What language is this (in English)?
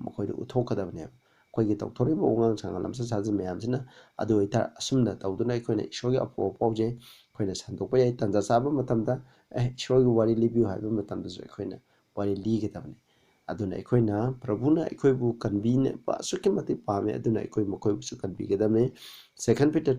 Manipuri